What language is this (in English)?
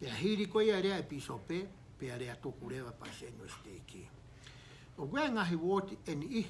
Tongan